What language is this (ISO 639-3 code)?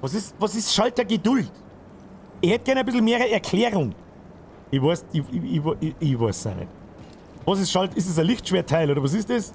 bar